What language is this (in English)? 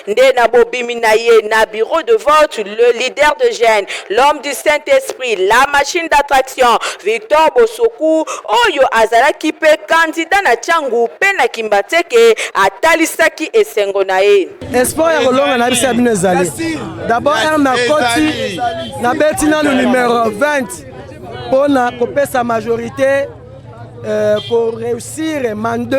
Lingala